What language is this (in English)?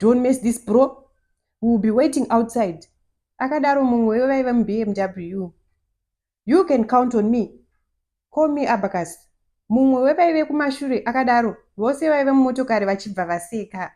Shona